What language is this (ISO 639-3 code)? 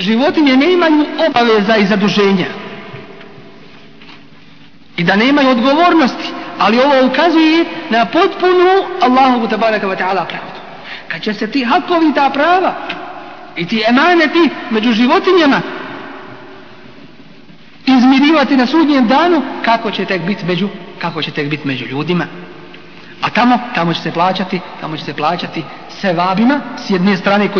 bos